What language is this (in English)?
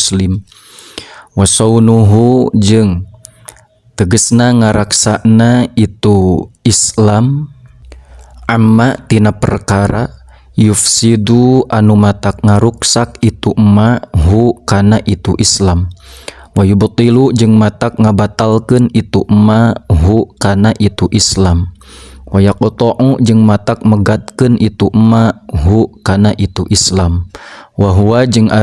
Sundanese